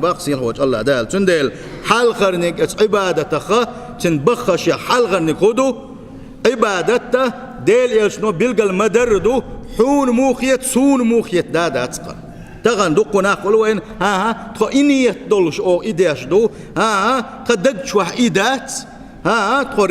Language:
Chechen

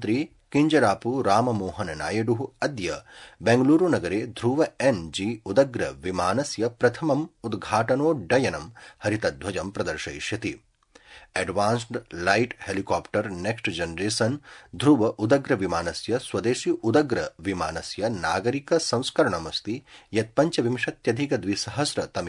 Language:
Sanskrit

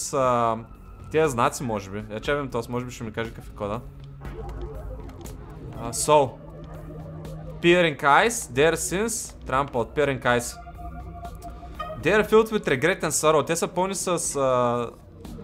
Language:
Bulgarian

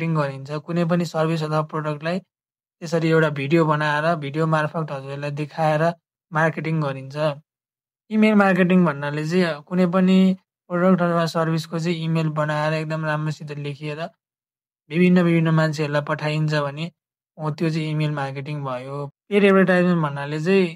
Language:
Nepali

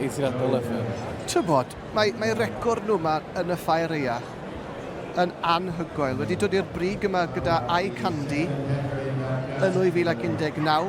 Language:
Welsh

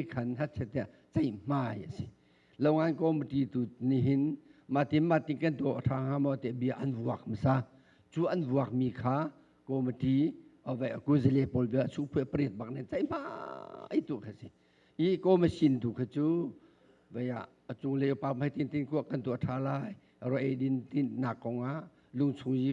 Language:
Hakha Chin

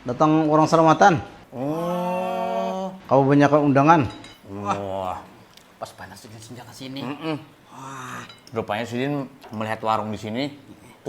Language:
Banjar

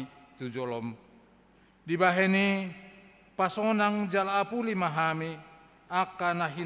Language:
Batak Toba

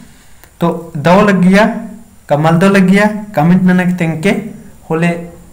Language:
Kurukh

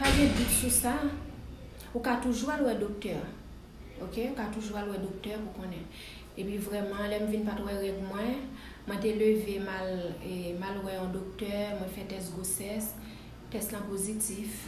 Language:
Haitian Creole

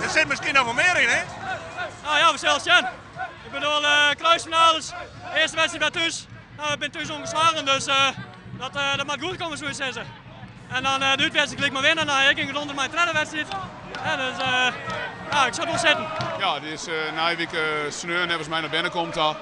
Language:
Western Frisian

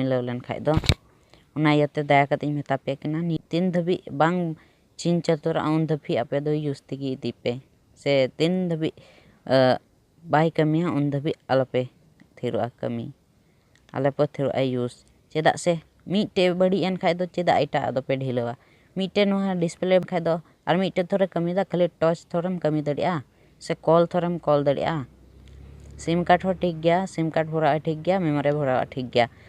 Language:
Santali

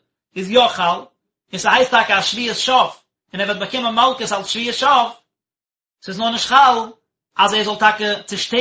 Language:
Yiddish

